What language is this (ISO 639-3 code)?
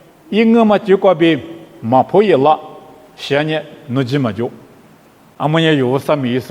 lis